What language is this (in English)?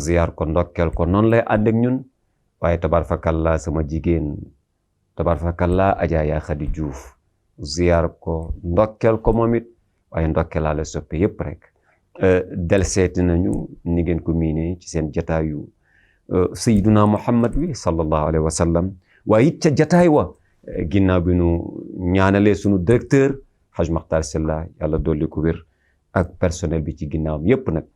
Wolof